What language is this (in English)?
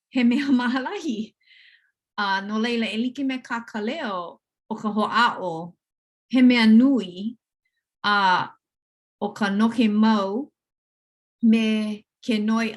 Hawaiian